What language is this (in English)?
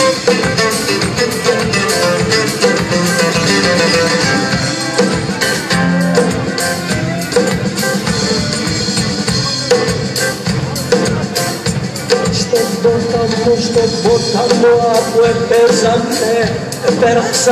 Greek